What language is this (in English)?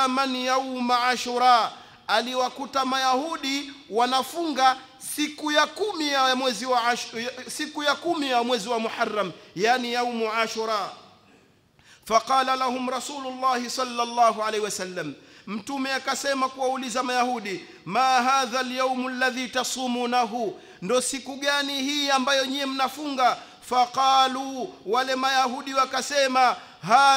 Swahili